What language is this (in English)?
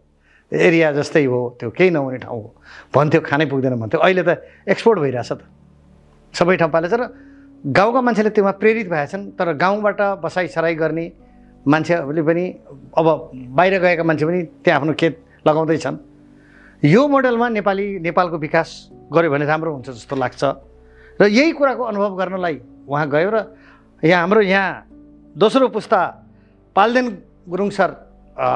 Nepali